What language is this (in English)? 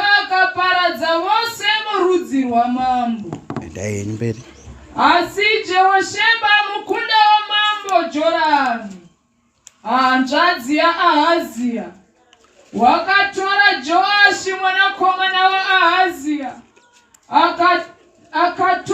Shona